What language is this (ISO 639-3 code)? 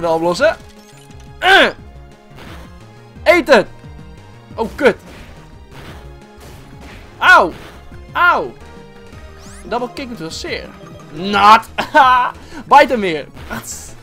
nld